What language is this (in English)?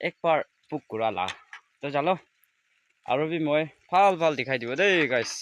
Naga Pidgin